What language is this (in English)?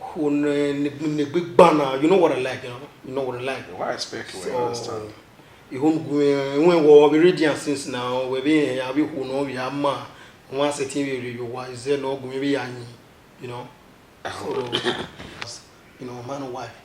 Bini